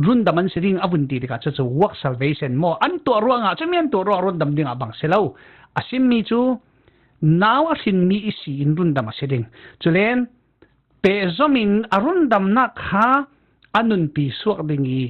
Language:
Falam Chin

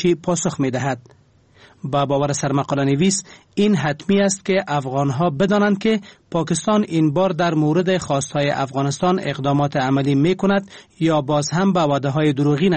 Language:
Persian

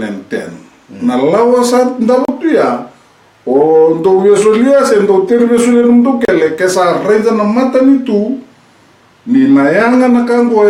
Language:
Fijian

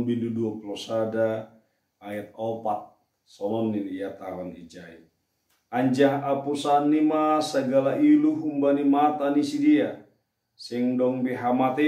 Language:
Batak Simalungun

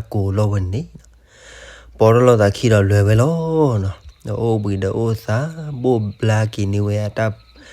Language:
S'gaw Karen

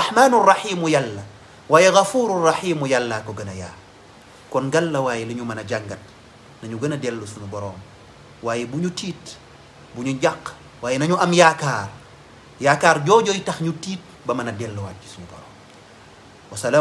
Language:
Wolof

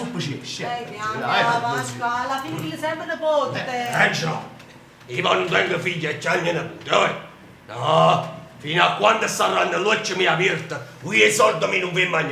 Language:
Neapolitan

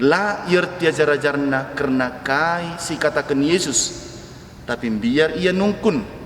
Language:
Batak Karo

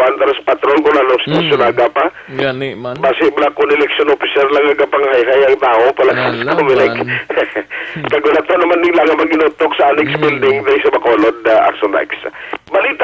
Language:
Hiligaynon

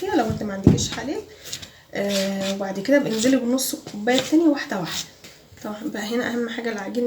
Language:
Egyptian Arabic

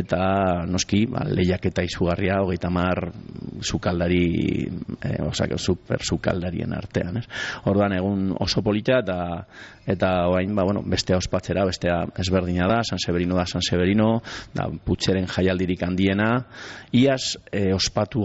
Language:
Basque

